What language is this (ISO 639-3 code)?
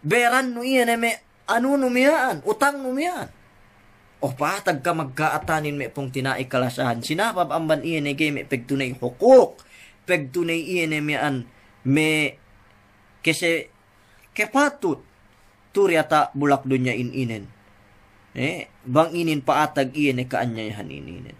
yka